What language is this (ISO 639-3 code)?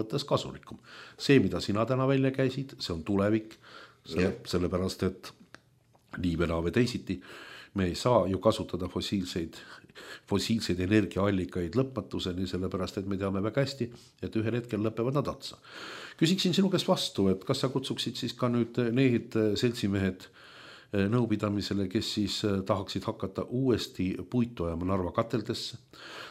est